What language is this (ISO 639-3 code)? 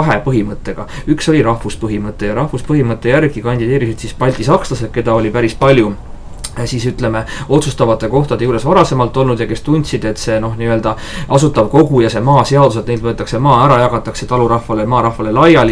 est